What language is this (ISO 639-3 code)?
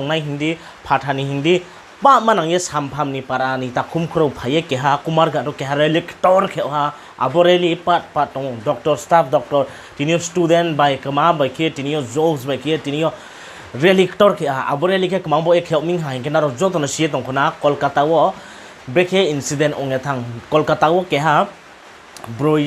ria